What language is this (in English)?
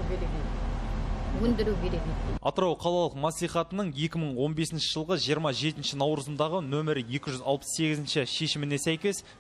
Kazakh